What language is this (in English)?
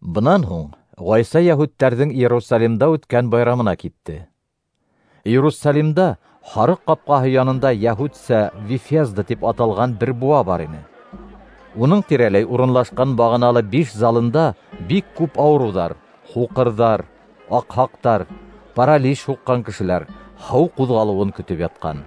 Bashkir